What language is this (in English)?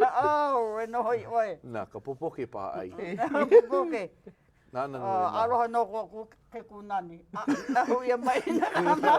Hawaiian